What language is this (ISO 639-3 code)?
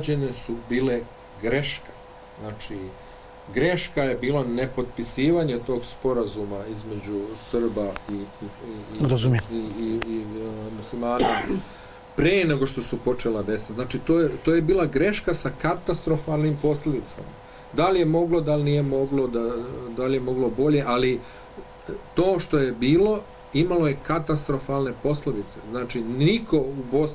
bos